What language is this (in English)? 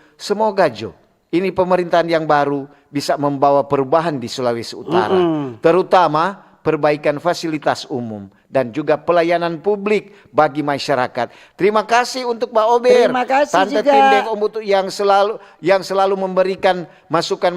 Manado Malay